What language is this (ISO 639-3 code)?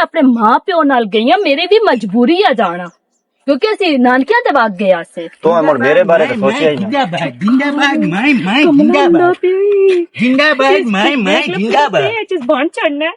lah